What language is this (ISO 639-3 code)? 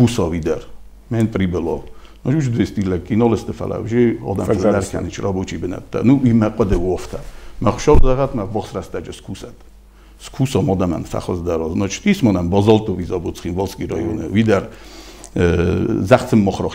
oss